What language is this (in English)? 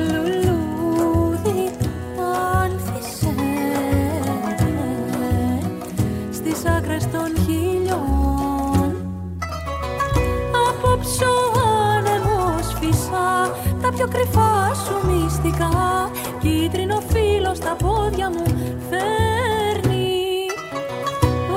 Greek